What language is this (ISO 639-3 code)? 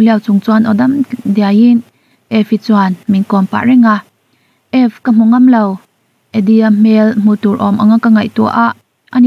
lus